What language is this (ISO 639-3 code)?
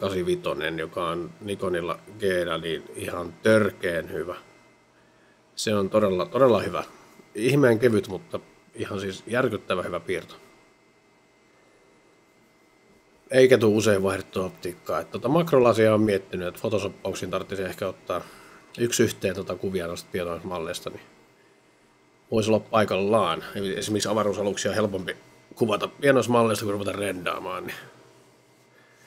fin